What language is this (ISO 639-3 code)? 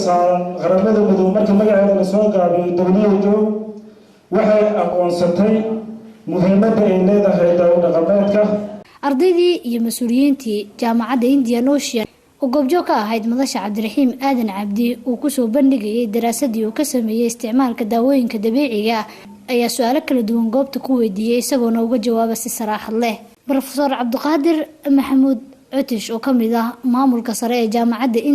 som